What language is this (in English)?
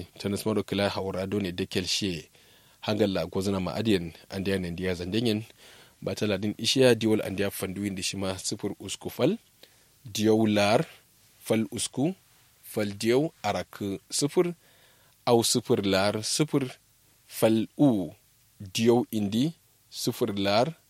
Kanuri